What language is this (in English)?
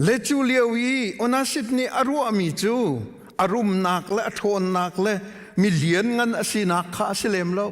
Hakha Chin